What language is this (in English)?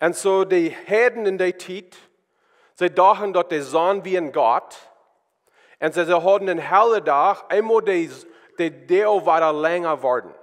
Plautdietsch